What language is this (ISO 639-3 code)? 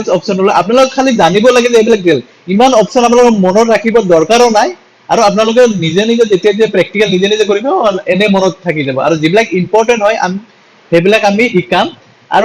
asm